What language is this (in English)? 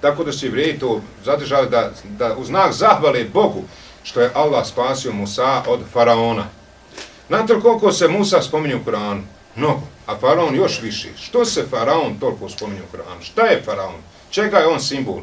Bosnian